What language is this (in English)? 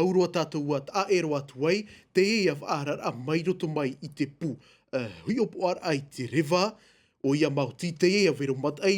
Tahitian